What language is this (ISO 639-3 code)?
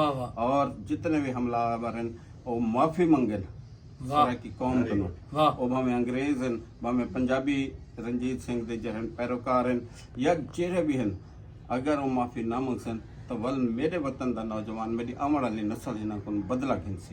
skr